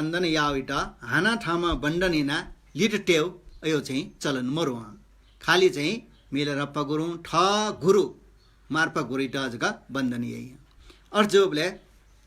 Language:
Newari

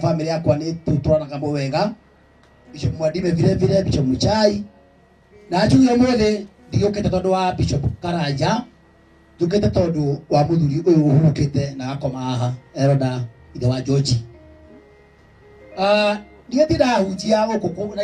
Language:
Kikuyu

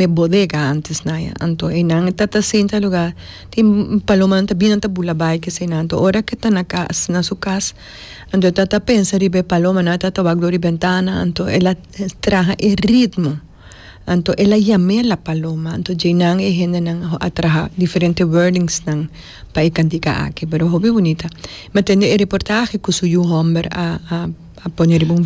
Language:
Papiamento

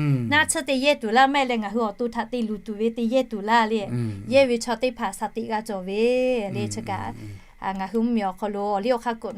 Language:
Lahu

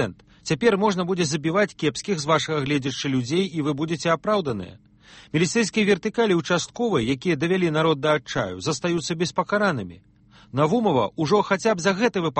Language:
Belarusian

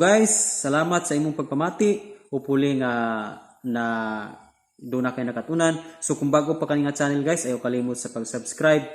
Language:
Cebuano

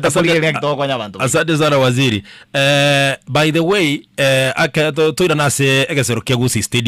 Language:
Gusii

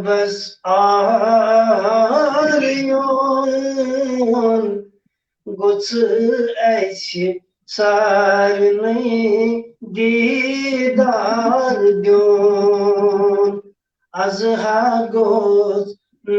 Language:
Kashmiri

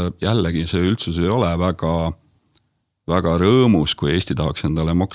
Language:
Estonian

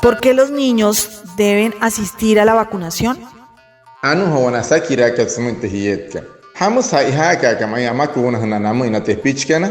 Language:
Wayuu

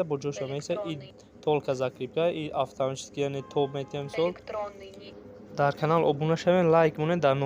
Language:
Tajik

